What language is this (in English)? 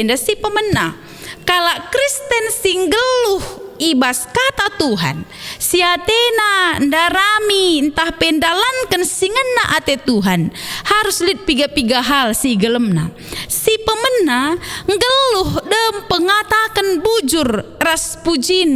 Batak Karo